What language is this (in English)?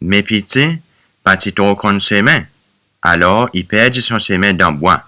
Seselwa Creole French